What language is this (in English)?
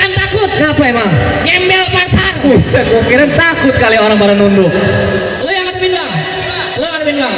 Betawi